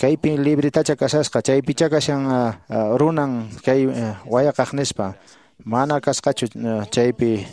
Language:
Quechua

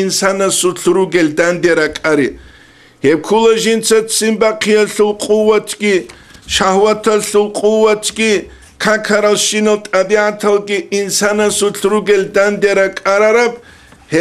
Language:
Avaric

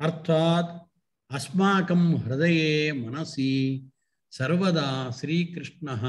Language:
Sanskrit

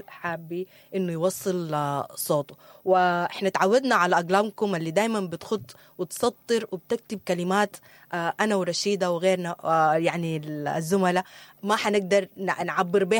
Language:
Sudanese Arabic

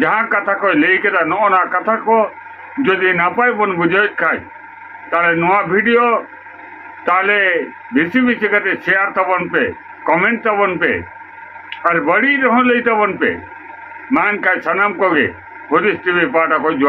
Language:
Santali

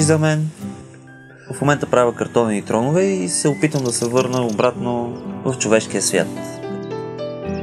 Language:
Bulgarian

